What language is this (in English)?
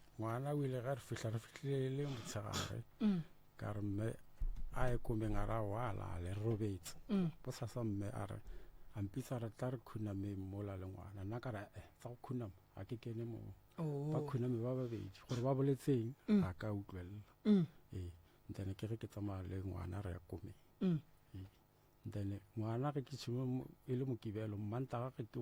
Northern Sotho